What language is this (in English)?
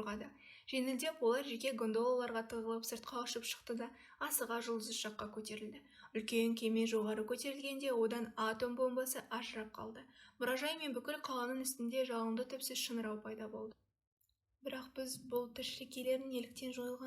Kazakh